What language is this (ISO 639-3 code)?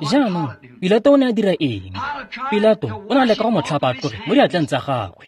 tsn